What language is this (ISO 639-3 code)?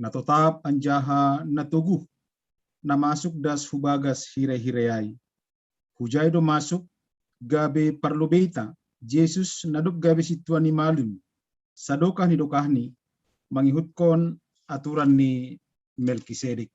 bts